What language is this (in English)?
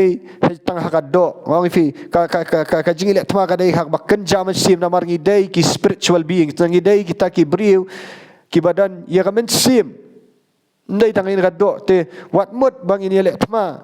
Khasi